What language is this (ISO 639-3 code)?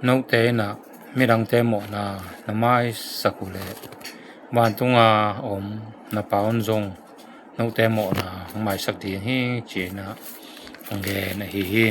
ctd